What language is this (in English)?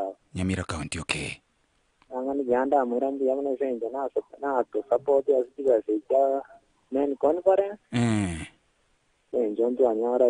Gusii